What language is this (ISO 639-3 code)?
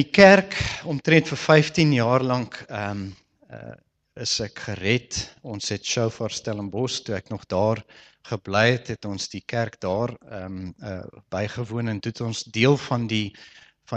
afr